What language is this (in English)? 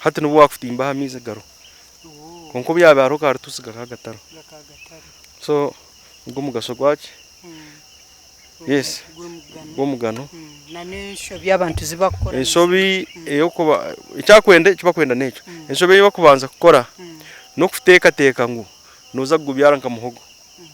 Nyankole